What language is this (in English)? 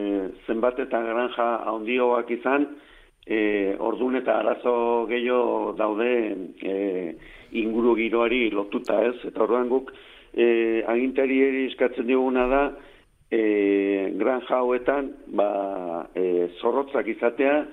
Basque